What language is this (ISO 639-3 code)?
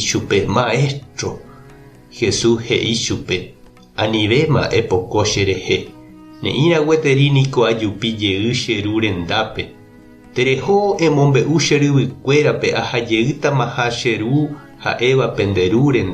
grn